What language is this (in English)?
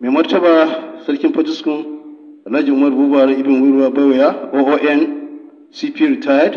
Hausa